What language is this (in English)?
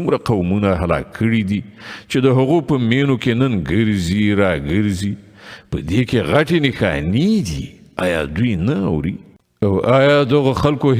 Pashto